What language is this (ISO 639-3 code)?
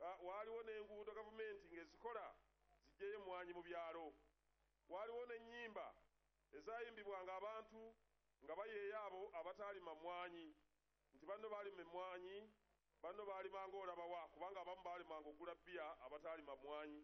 lug